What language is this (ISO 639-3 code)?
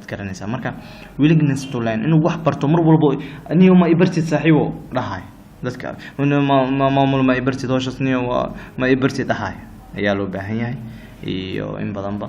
som